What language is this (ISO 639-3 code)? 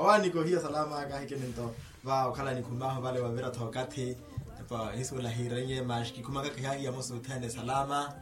vmw